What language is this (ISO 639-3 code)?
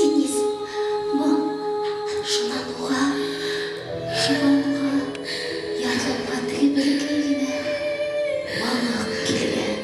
bak